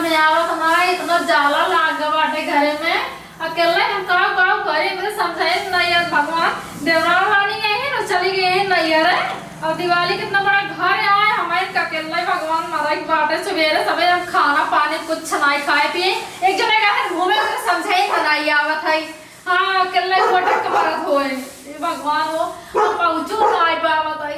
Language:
Awadhi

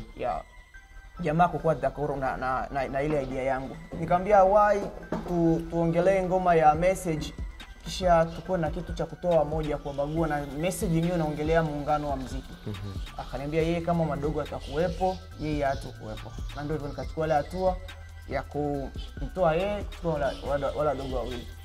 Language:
Swahili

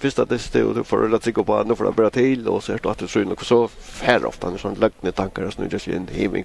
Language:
Faroese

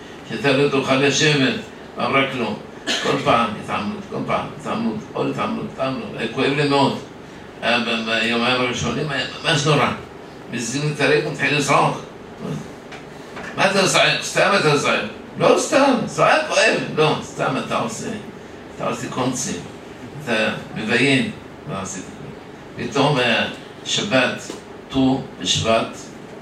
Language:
Hebrew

